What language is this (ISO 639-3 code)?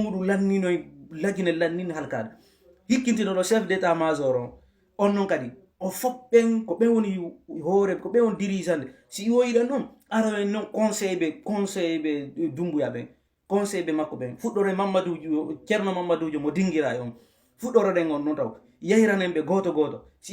ful